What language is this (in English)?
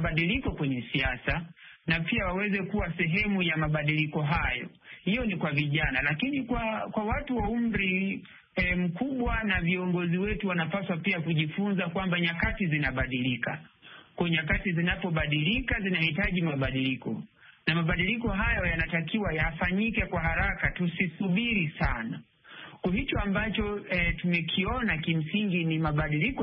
Swahili